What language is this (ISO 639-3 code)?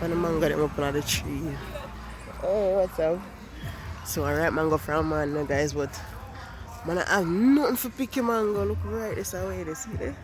jam